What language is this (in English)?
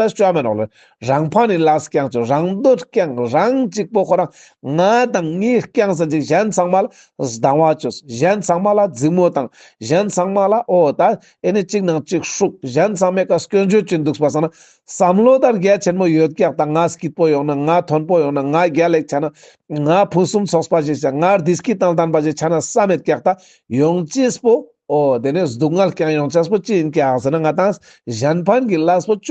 Ladakhi